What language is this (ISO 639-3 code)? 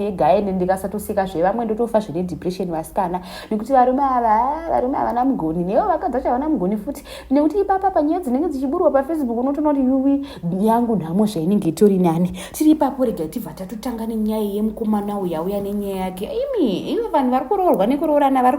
sna